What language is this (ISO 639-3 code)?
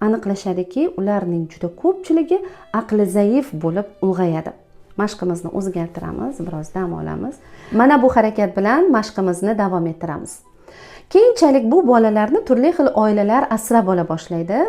uzb